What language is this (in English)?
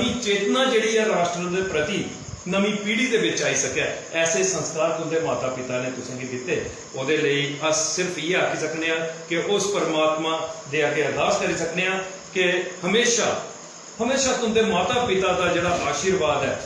Dogri